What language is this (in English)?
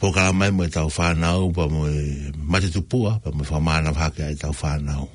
Tongan